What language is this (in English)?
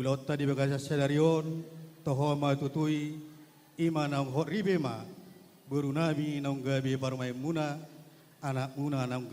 Batak Toba